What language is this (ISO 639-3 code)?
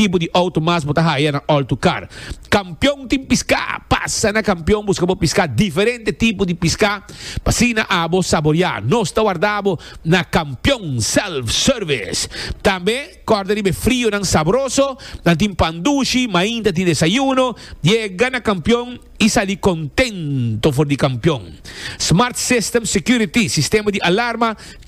pap